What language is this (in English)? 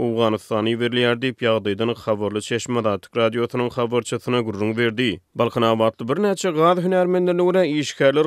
Turkmen